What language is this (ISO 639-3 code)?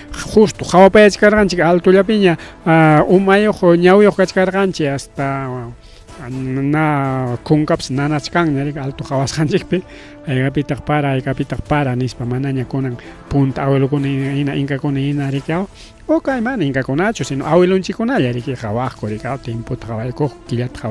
quy